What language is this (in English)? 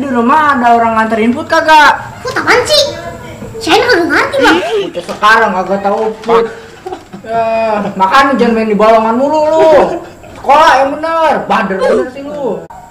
Betawi